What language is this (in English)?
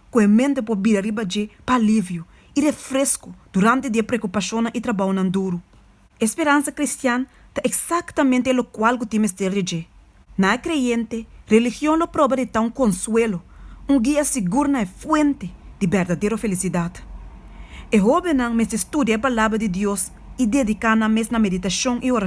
Papiamento